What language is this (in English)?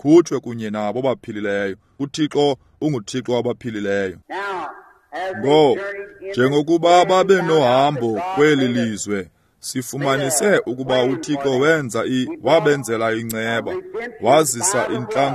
Xhosa